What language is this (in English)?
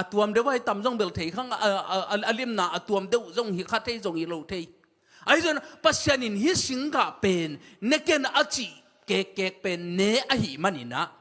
Tedim Chin